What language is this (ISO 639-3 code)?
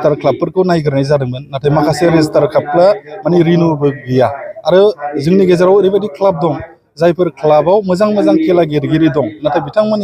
brx